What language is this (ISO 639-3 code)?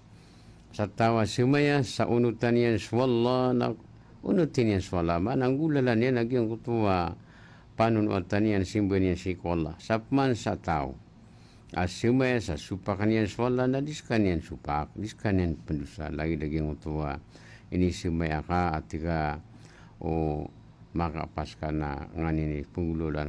mrw